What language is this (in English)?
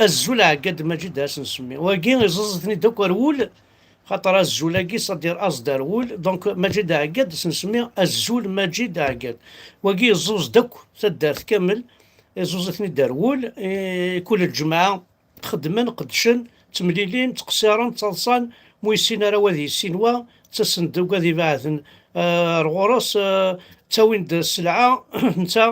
Kabyle